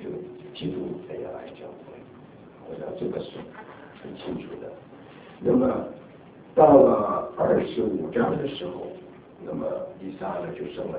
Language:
Chinese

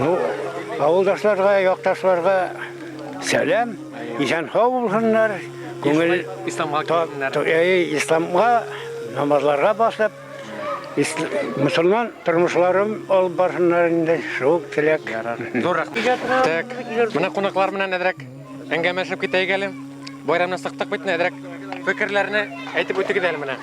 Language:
Bashkir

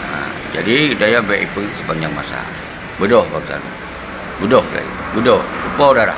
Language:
Achinese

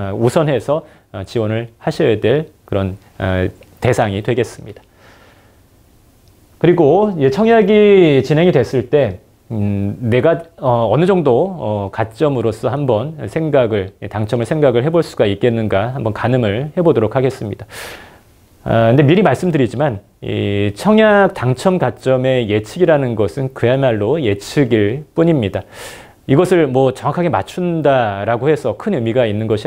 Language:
Korean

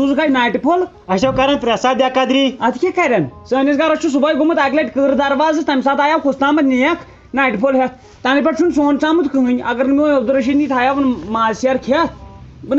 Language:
Kashmiri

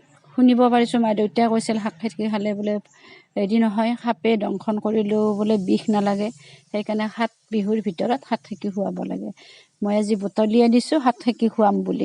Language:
Assamese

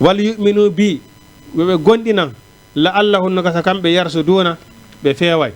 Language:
Fula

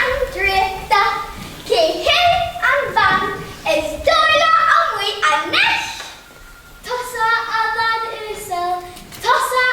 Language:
Irish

